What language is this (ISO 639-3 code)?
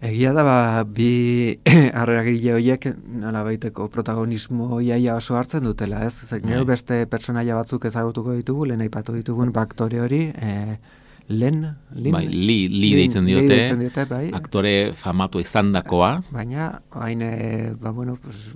eus